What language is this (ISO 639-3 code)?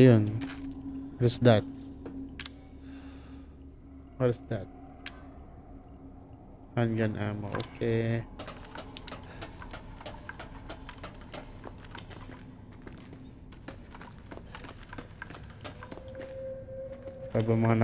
fil